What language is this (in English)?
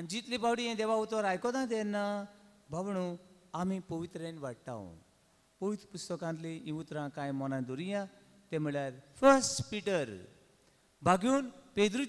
Konkani